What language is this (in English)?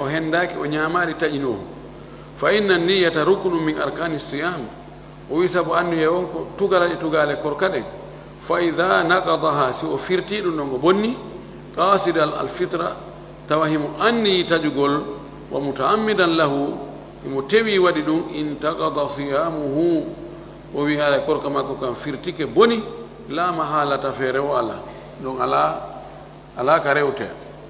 Fula